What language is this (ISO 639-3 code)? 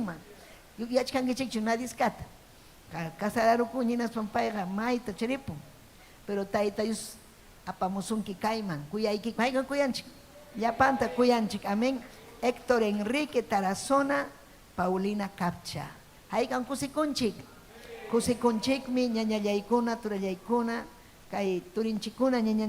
quy